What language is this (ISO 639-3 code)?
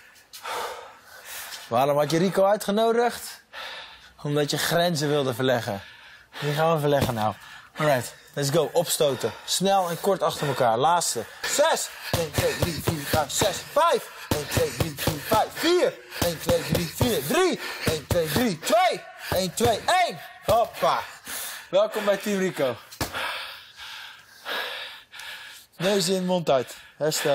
nld